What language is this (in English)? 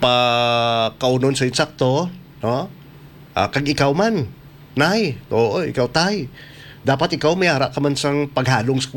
Hiligaynon